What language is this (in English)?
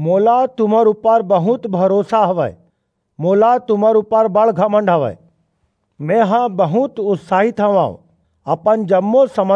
Chhattisgarhi